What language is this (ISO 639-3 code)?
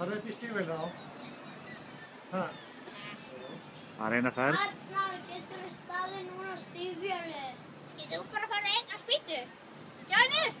isl